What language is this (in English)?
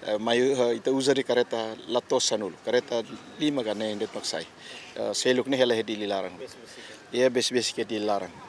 Tetum